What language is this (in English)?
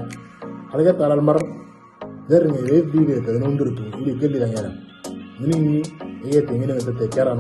Moro